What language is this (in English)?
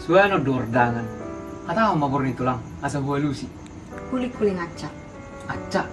Batak Toba